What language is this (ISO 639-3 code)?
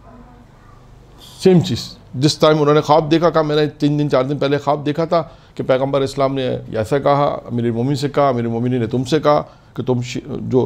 urd